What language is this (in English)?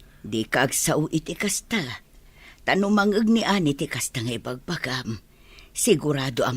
Iloko